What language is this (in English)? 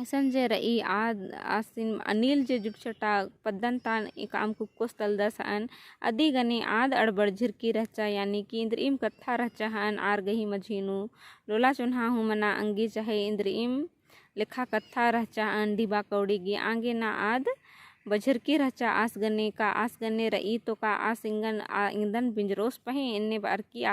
Kurukh